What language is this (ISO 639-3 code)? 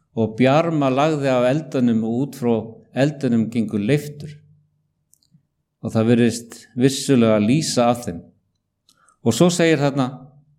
isl